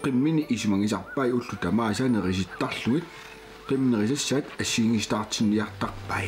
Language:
Kalaallisut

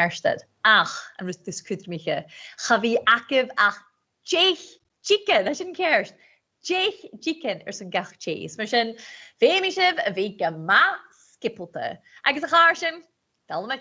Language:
Scottish Gaelic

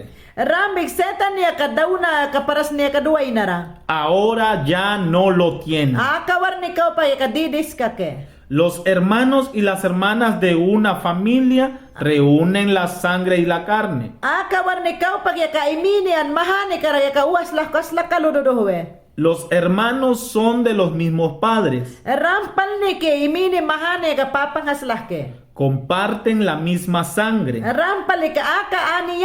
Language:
Mayangna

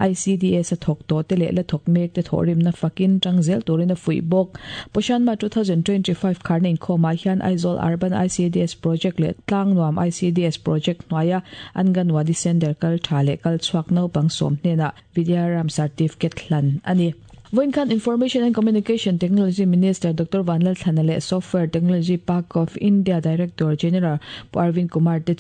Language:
Mizo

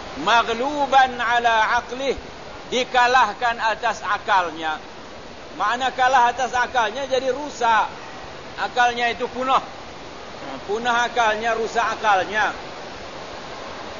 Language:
Malay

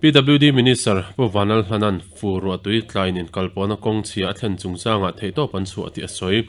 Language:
Mizo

